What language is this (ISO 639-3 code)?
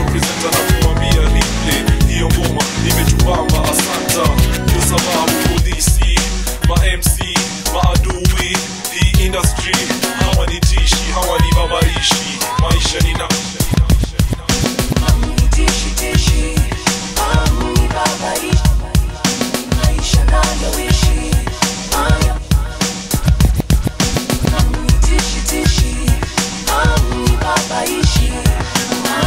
swa